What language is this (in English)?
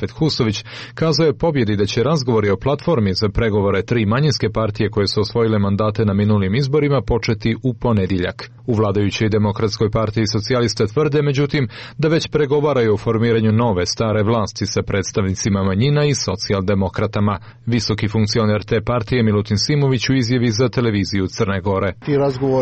Serbian